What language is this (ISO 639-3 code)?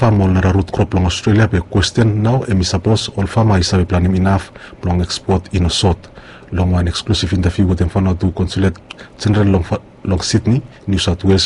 bis